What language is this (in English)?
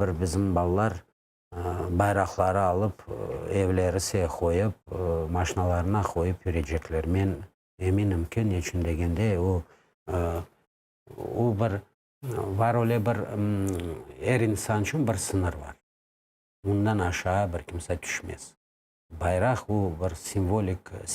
Crimean Tatar